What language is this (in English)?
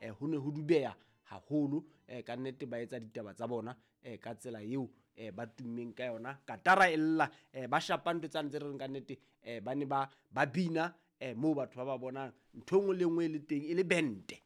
Southern Sotho